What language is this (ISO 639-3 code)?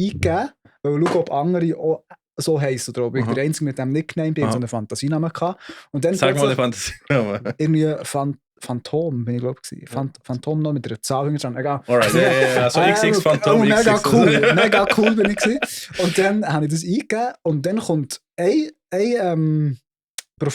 gsw